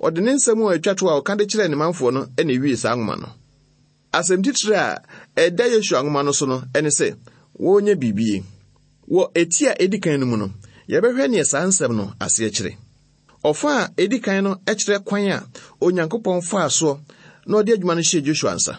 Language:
Akan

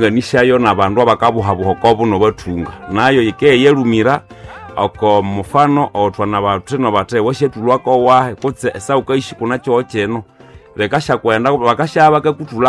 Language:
Nande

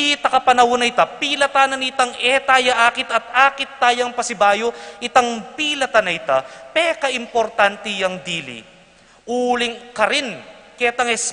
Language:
Pampanga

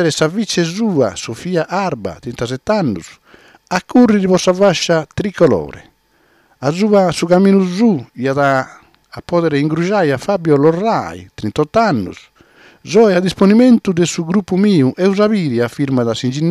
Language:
Sardinian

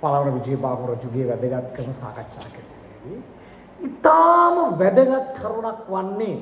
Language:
Sinhala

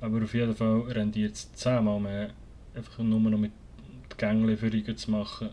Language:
Swiss German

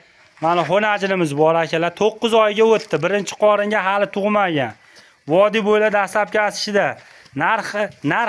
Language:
Uzbek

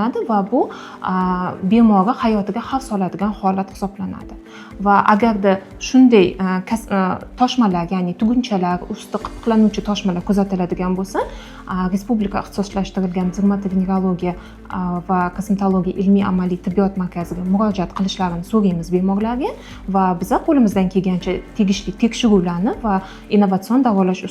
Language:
Uzbek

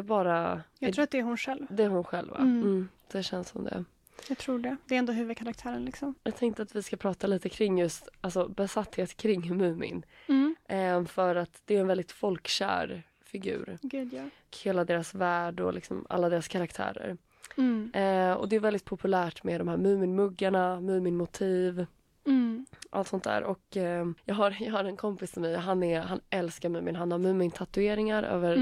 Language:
Swedish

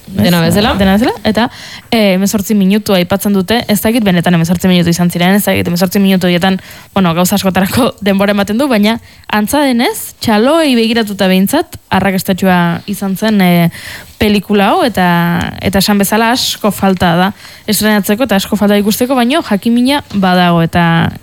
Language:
Basque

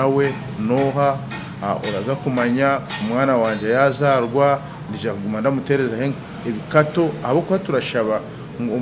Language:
Nyankole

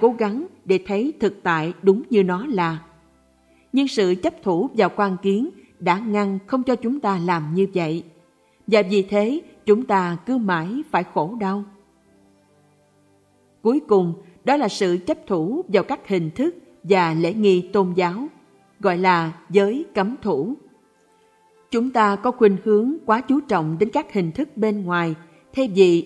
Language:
Vietnamese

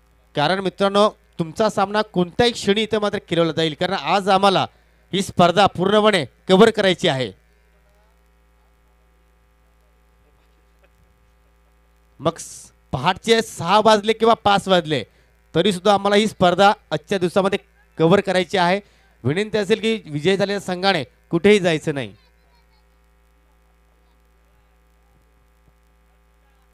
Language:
Marathi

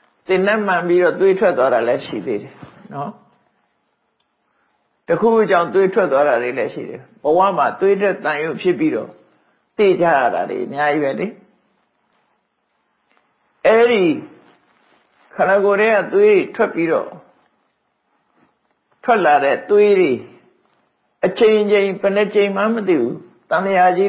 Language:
Burmese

